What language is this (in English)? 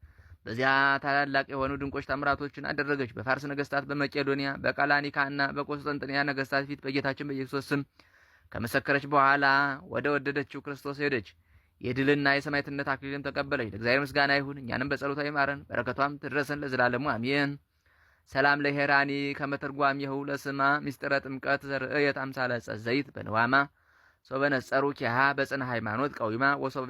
Amharic